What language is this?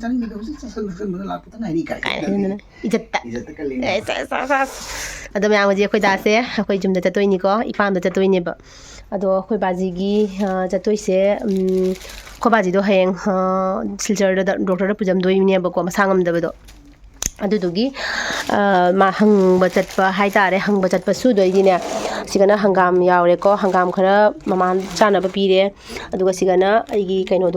Manipuri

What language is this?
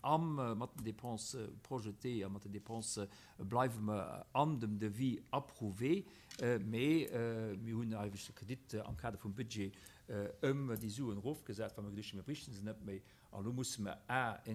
Luxembourgish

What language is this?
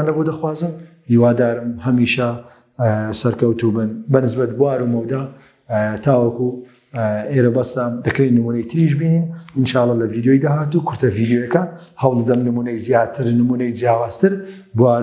Central Kurdish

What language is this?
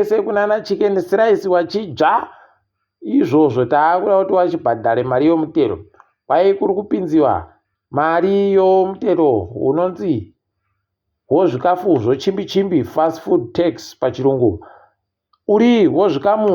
Ndau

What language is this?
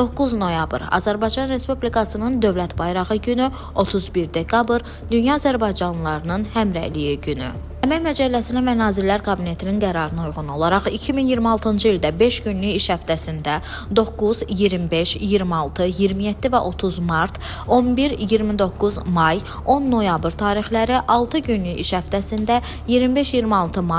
Azerbaijani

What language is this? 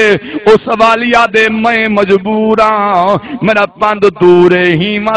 Saraiki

